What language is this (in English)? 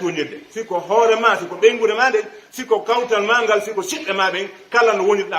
Pular